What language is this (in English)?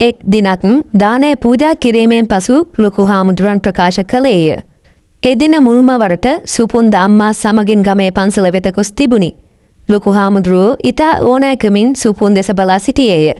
Sinhala